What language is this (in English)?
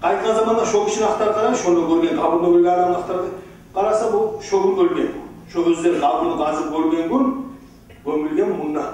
Kumyk